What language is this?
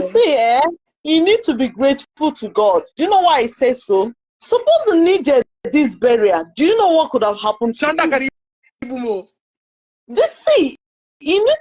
Igbo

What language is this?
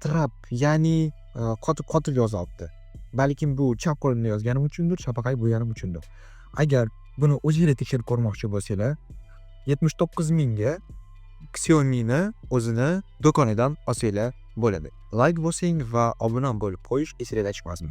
Uzbek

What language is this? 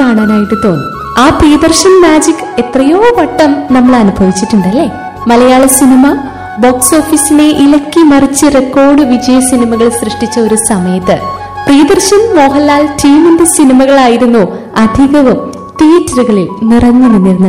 Malayalam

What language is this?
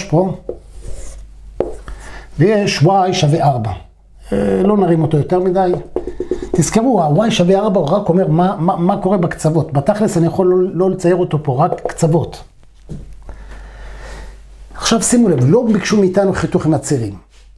Hebrew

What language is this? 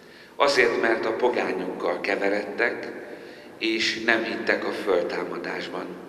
Hungarian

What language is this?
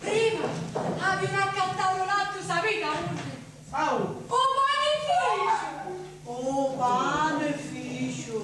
Sicilian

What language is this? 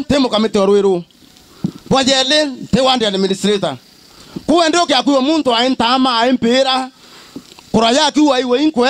Meru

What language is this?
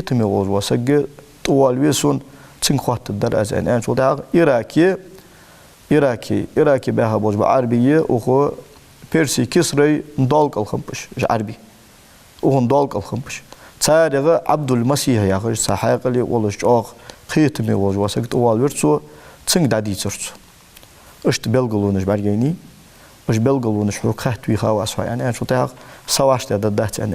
Ingush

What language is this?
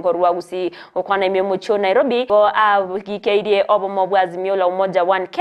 Gusii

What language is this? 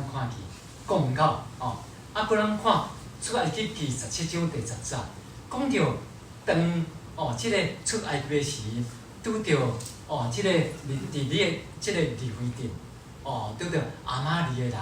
Min Nan Chinese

